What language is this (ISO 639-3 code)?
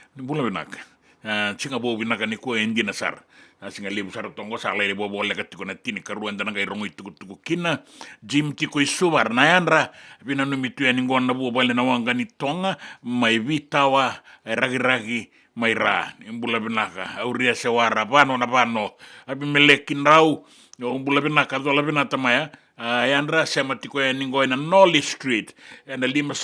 fij